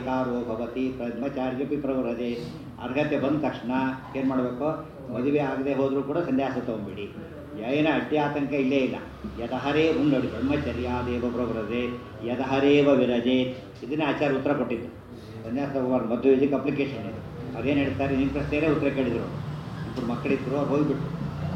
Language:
Kannada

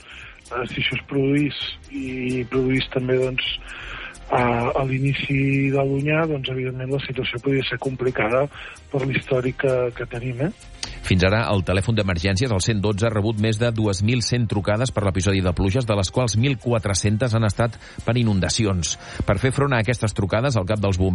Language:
Catalan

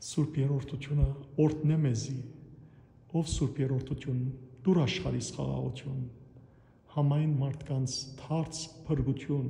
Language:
Western Armenian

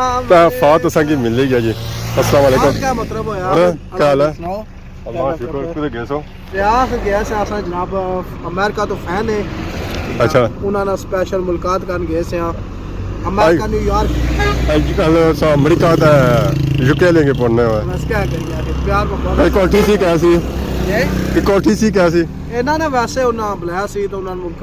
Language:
Pahari-Potwari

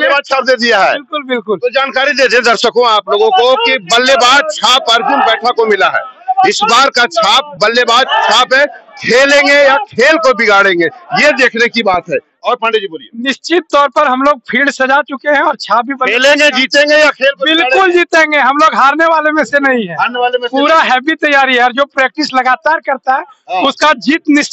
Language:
Hindi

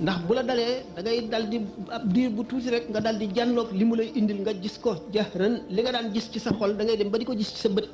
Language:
Wolof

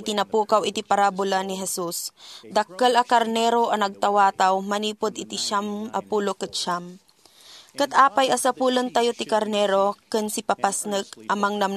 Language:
Iloko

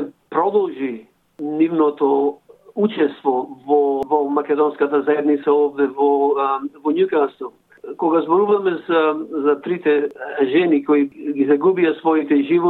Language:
Macedonian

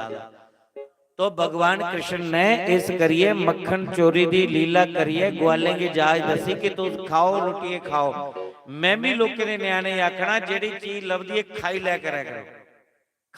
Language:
Dogri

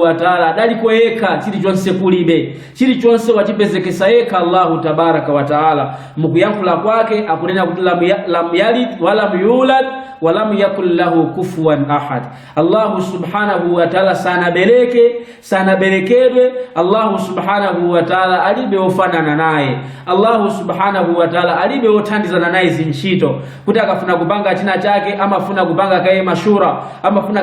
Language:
Nyanja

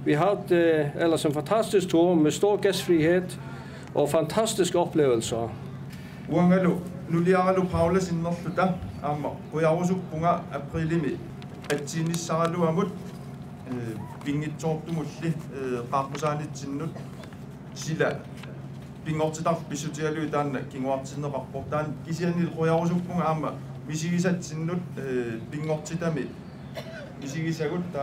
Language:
Kalaallisut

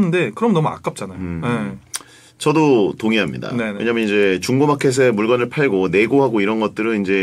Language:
Korean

